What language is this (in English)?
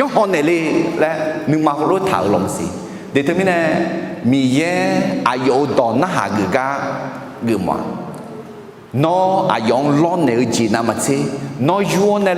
Akha